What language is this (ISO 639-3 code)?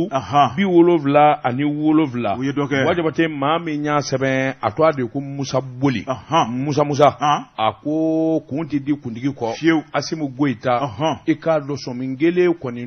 bam